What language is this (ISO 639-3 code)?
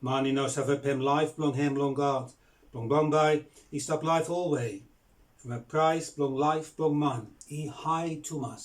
bis